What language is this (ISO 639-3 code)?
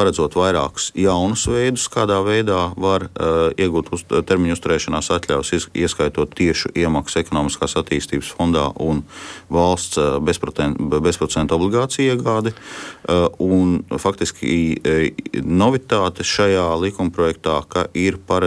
lav